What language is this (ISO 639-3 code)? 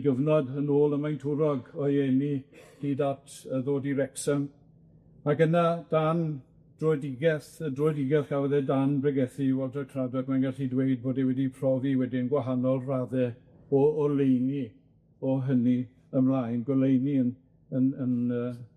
cym